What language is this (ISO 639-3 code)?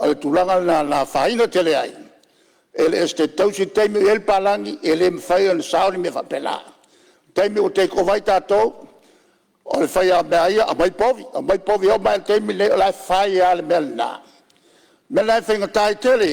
smo